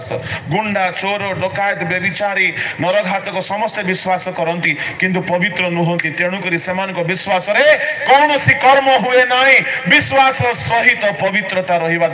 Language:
Odia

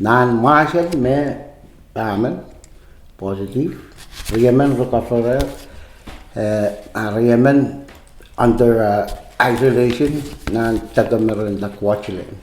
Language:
Pohnpeian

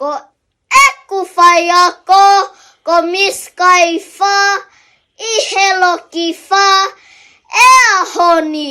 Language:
Tongan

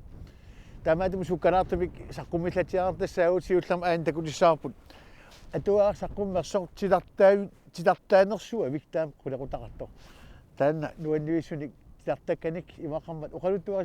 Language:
Kalaallisut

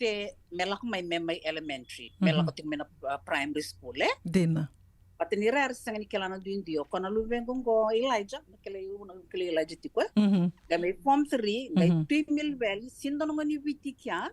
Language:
Fijian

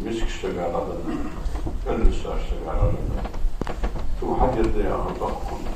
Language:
Ingush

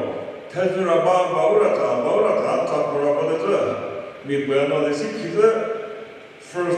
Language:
Chokri Naga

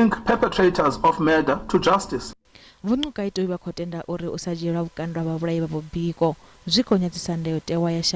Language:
Venda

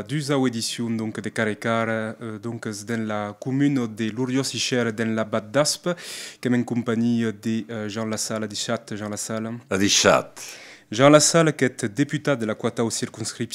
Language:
Occitan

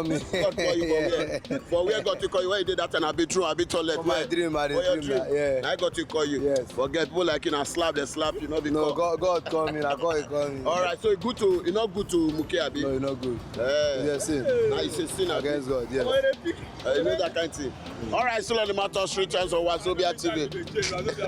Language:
Nigerian Pidgin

